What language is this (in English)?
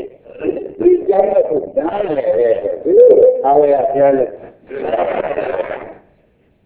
Burmese